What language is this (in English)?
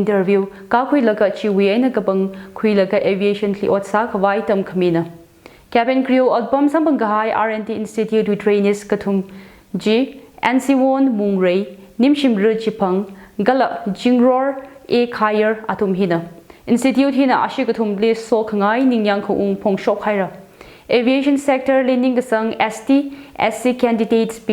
Tangkhul Naga (India)